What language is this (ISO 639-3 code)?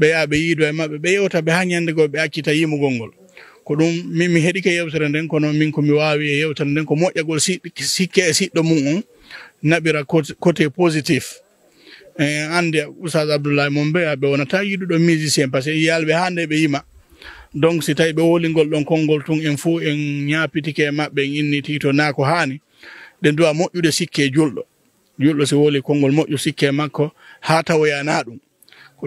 ful